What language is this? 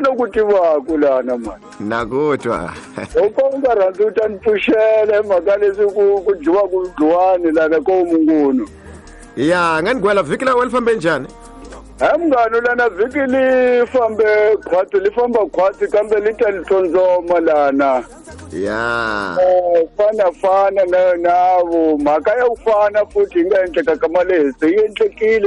Tsonga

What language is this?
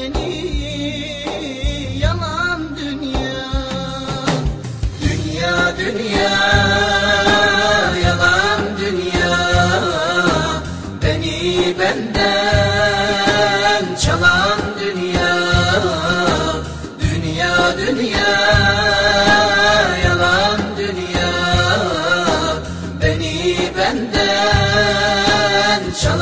Turkish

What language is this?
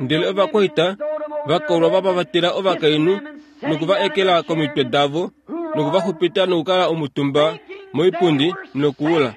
Kuanyama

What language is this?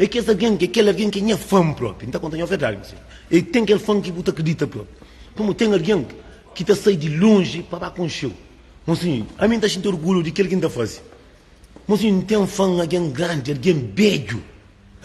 Kabuverdianu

